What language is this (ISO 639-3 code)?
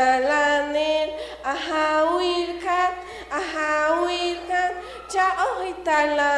poh